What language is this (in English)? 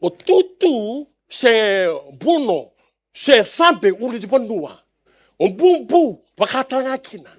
Fijian